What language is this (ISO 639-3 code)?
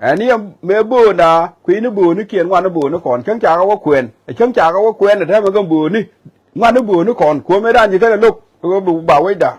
nus